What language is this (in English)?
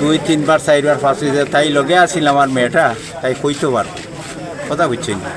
Sylheti